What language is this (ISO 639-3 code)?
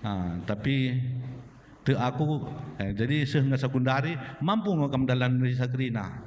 btx